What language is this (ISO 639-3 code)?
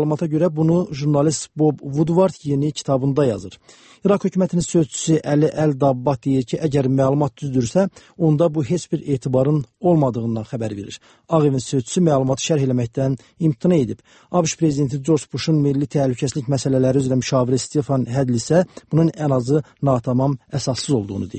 aze